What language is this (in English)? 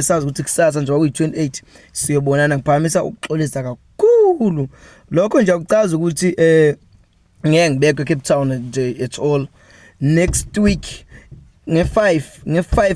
Zulu